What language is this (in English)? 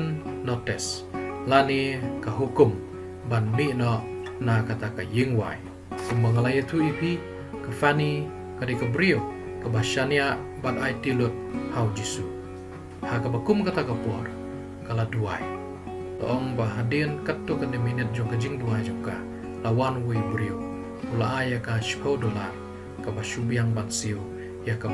Khasi